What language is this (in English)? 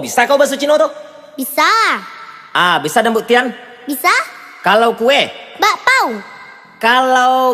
Minangkabau